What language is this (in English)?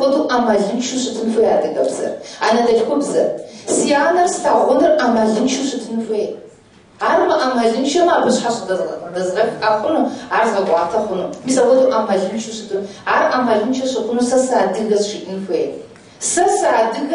Kabardian